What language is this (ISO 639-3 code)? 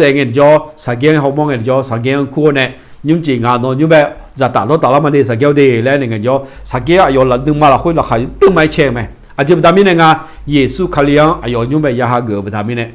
ahk